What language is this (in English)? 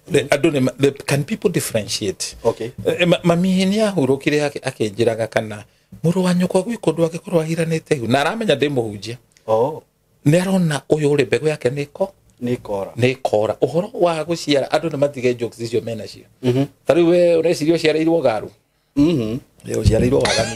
Kikuyu